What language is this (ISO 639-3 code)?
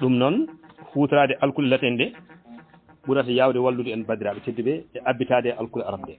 ful